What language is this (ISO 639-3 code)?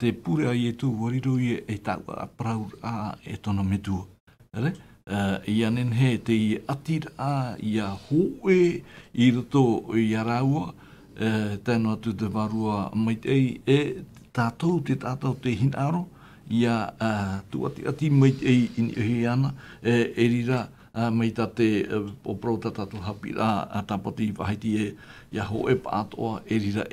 tah